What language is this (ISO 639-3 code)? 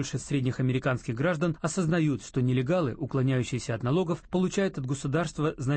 rus